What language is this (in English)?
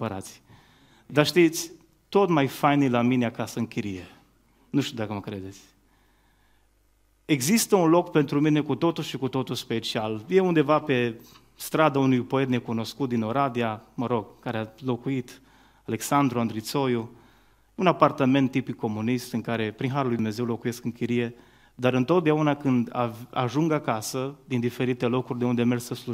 Romanian